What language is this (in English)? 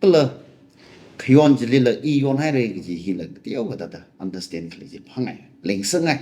Tangkhul Naga (India)